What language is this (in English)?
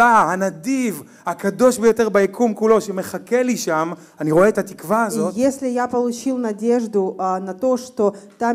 Hebrew